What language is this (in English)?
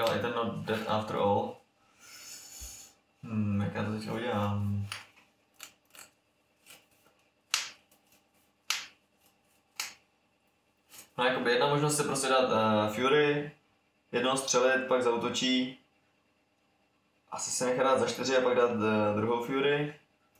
Czech